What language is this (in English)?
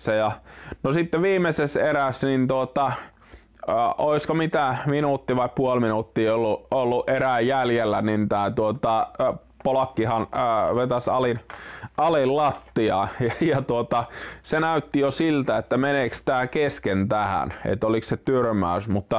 Finnish